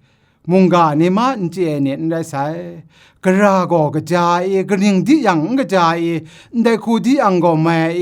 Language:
Kachin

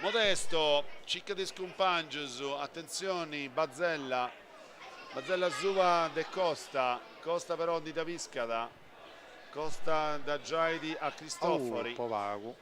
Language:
Sardinian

